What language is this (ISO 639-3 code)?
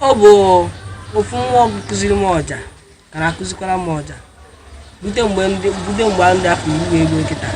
ibo